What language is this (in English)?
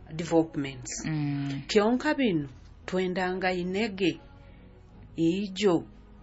Nyoro